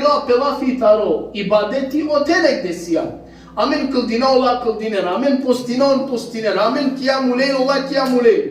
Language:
Balkan Romani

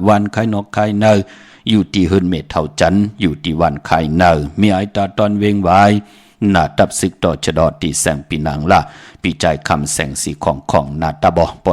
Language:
Shan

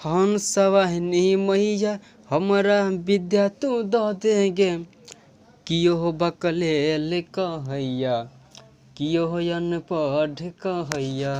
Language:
Maithili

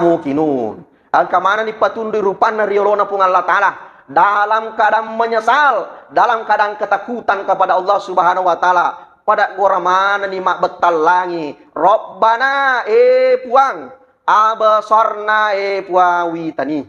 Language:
Buginese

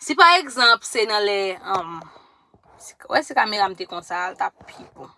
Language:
Haitian Creole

